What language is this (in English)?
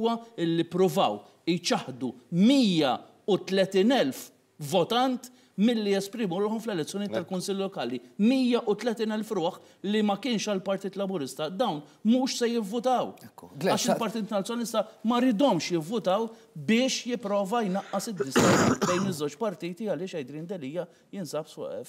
Maltese